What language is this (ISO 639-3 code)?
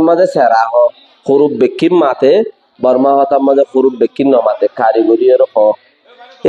rhg